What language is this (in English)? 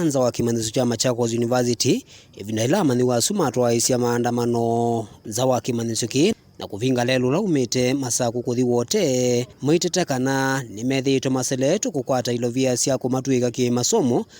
Kamba